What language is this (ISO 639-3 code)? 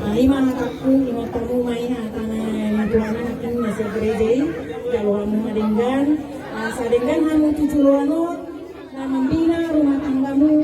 bbc